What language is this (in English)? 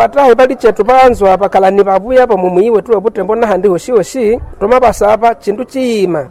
Nande